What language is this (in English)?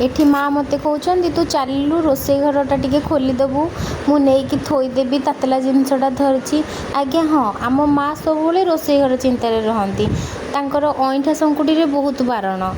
Odia